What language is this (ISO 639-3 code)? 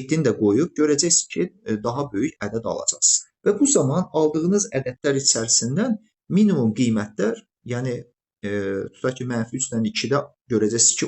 aze